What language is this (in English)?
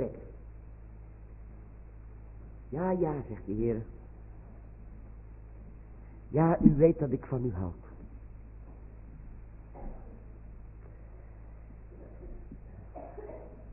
Dutch